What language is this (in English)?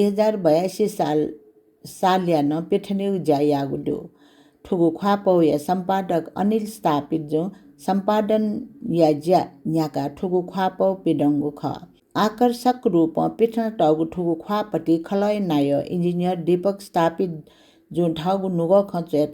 Newari